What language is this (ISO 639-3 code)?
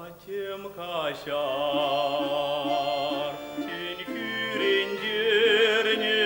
chv